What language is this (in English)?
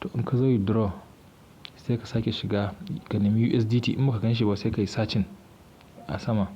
Hausa